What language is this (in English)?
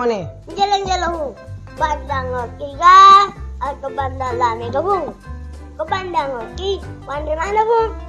Buginese